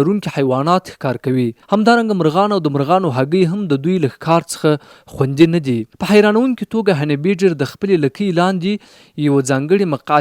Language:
Pashto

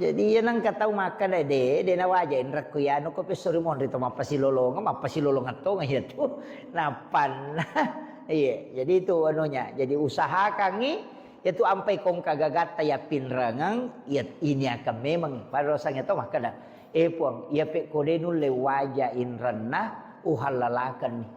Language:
Buginese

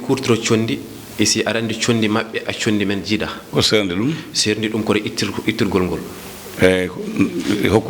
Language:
Fula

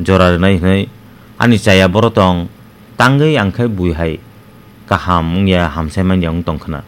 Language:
Kok Borok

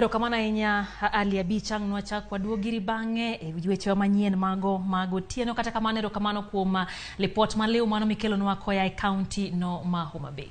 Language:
Luo (Kenya and Tanzania)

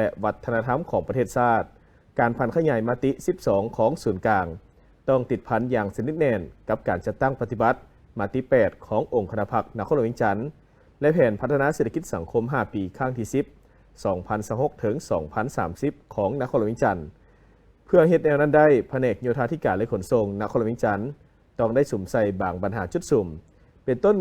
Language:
Lao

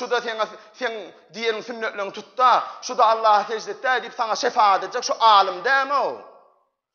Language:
Turkmen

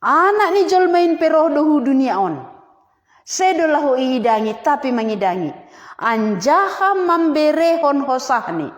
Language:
Batak Simalungun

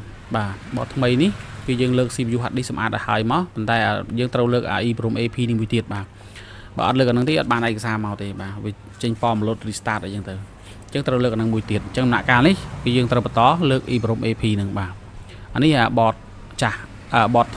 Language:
Khmer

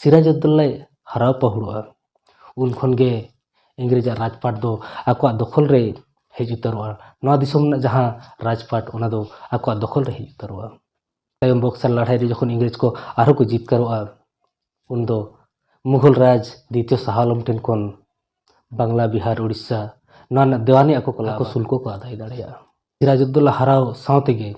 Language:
Santali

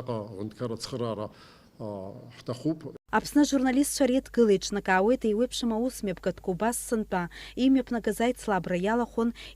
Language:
Abkhazian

